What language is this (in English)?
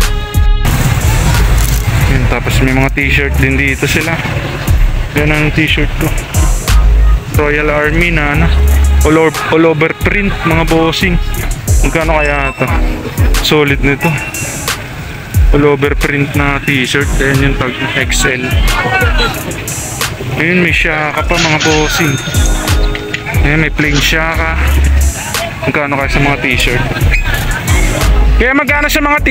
Filipino